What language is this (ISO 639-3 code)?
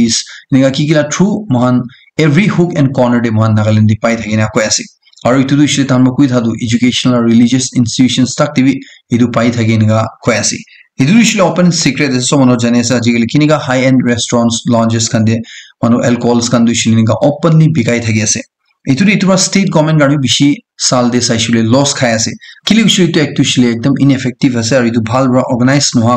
nag